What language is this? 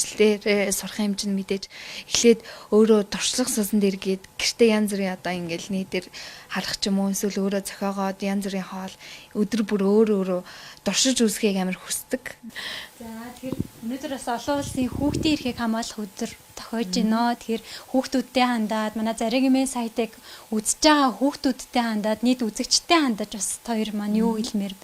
Mongolian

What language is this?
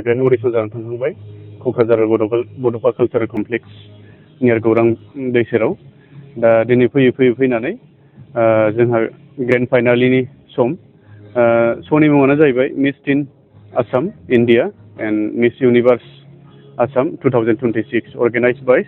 Bodo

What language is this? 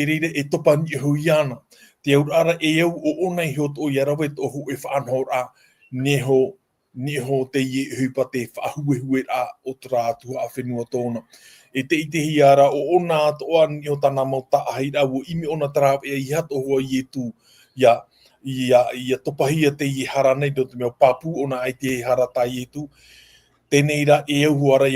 Tahitian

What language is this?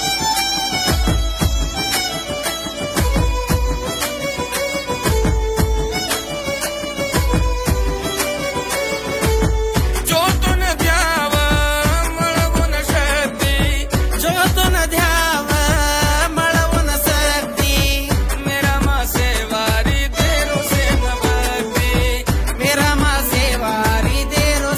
Lambadi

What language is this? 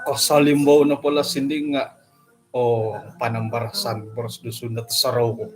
Central Dusun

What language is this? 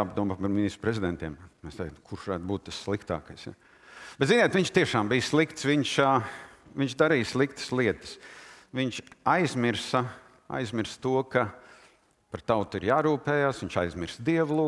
Latvian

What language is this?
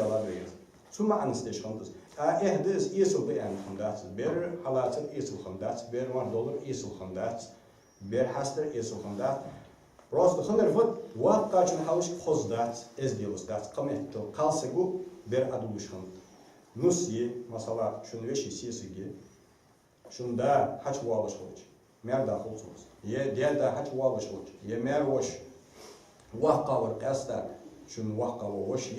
Ingush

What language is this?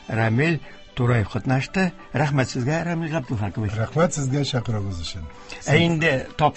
Tatar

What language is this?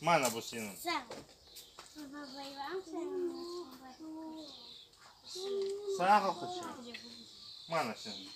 Crimean Tatar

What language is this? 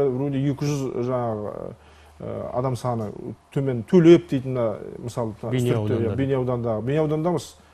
Kazakh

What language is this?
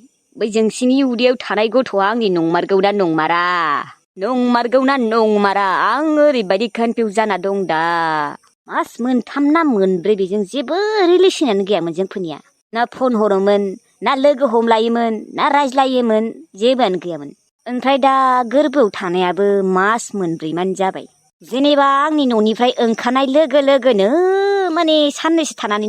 Bodo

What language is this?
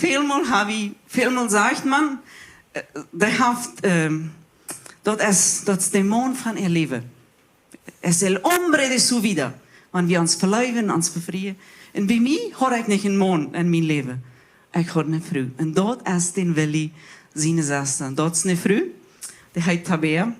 Plautdietsch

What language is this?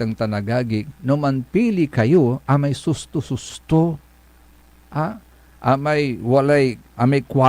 Pangasinan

